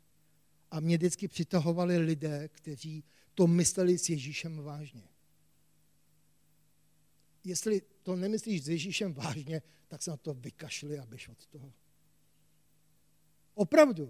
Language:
Czech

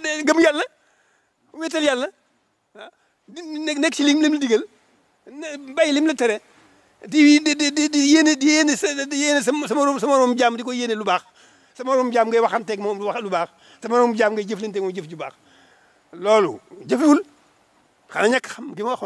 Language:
Wolof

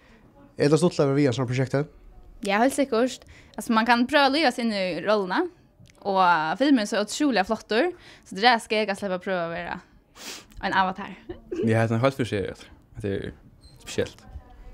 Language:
Faroese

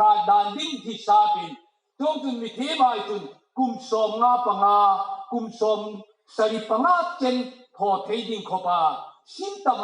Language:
Hmar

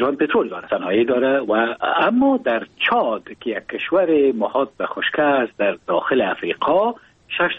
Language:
Persian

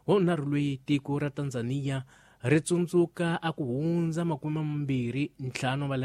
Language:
Tsonga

